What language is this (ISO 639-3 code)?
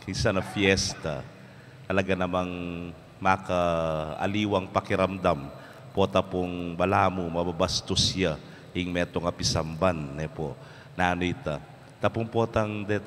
pam